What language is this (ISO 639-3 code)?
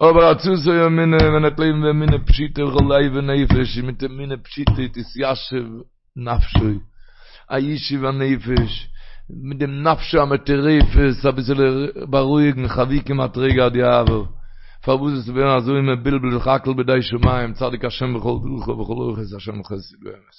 yid